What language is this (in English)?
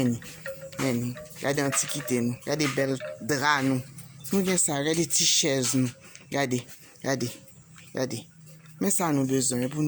Haitian Creole